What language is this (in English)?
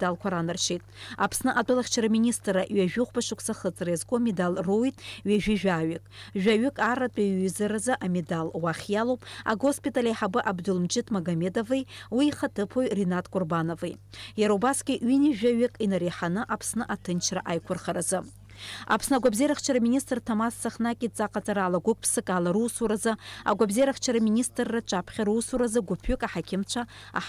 Abkhazian